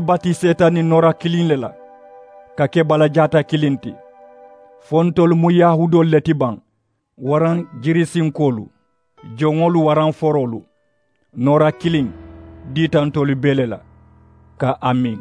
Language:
Mandingo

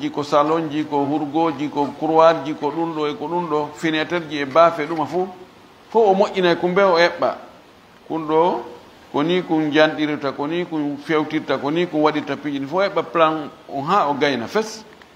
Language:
Fula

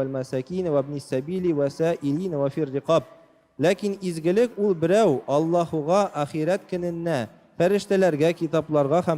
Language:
Tatar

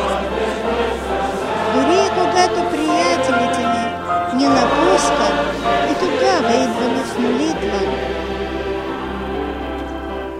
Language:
Bulgarian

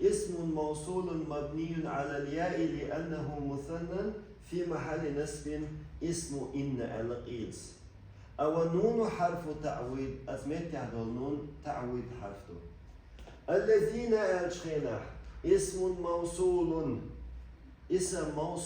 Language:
Chechen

